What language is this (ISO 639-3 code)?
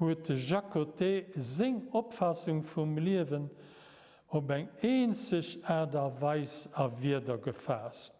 ltz